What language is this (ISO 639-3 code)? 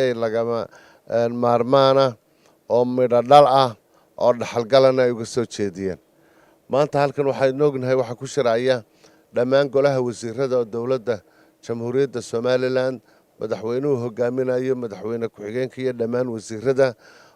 som